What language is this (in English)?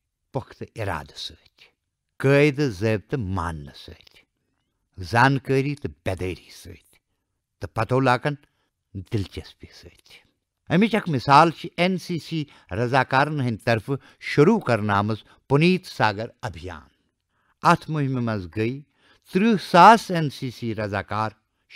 Kashmiri